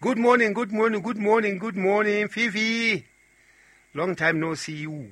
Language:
Southern Sotho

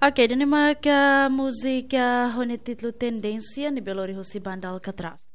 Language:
Tetum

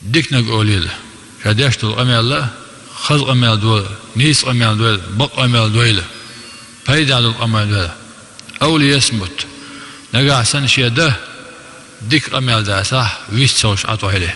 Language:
Chechen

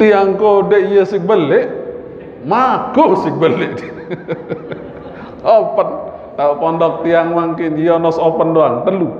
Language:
Sasak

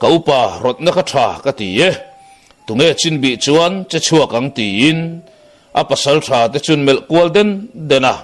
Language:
Mizo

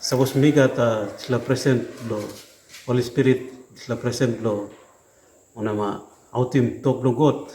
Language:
Tok Pisin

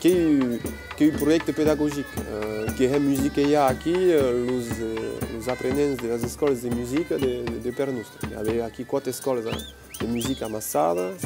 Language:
Occitan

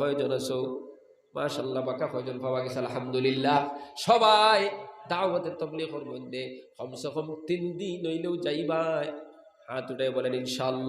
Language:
Sylheti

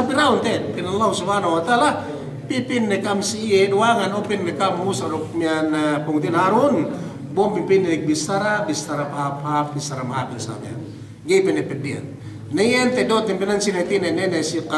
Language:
Yakan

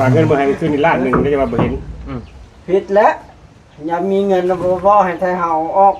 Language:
Northeastern Thai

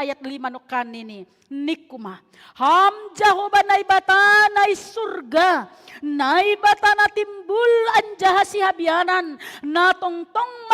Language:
Batak Simalungun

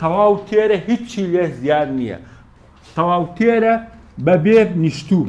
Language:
Central Kurdish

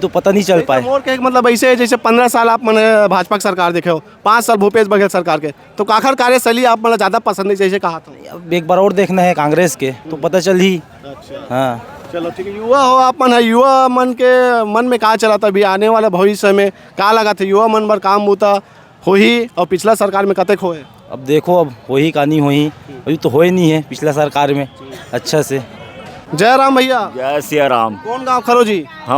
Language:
Chhattisgarhi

